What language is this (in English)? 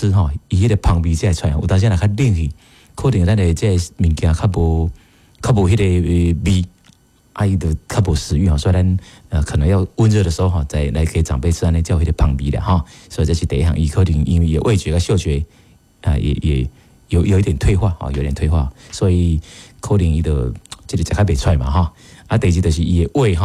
Min Nan Chinese